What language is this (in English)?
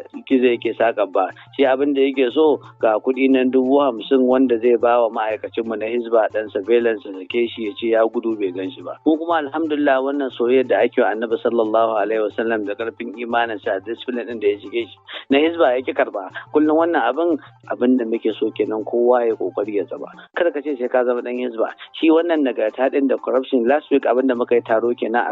Hausa